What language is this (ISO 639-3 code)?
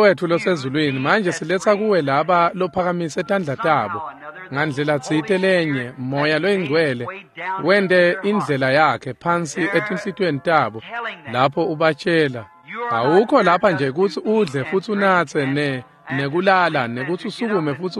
ssw